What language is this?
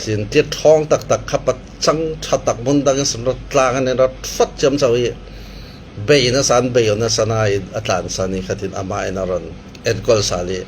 Falam Chin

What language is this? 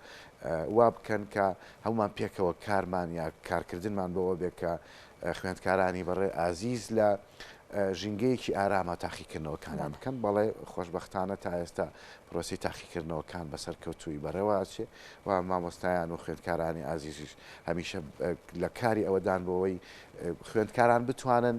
Central Kurdish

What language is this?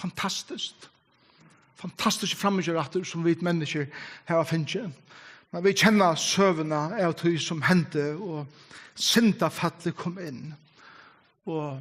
Faroese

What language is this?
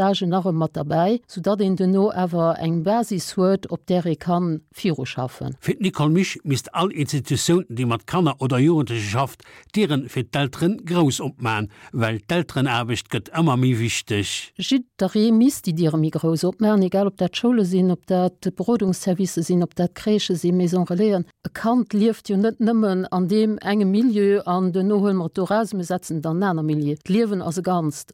Luxembourgish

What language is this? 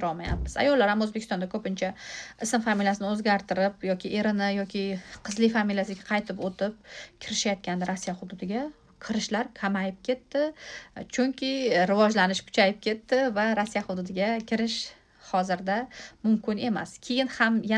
Uzbek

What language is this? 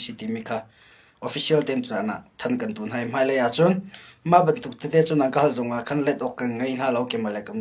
Hakha Chin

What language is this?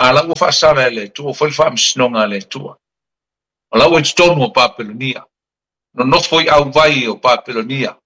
Samoan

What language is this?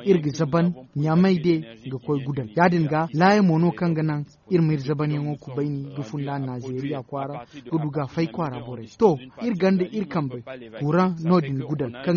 Zarma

